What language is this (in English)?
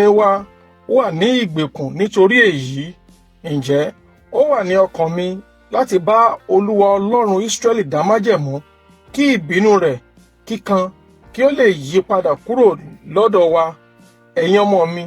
Yoruba